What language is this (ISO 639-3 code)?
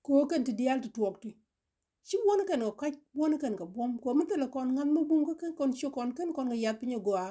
nus